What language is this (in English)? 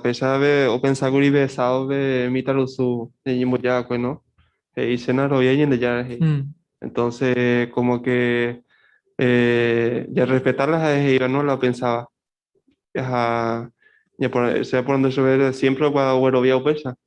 Guarani